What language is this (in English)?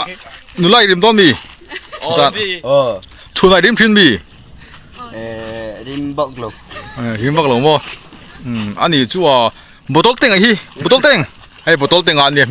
Mizo